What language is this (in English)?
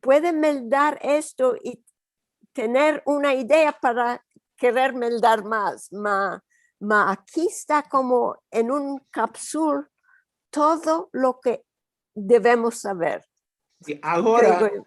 Ladino